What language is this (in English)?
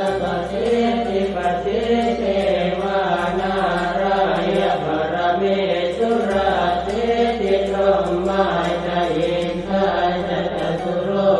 Pali